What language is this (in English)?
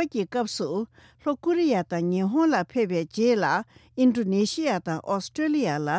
Tibetan